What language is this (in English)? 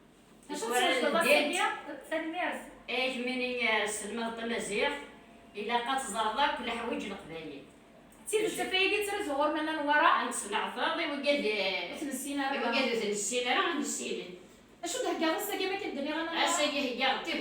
Kabyle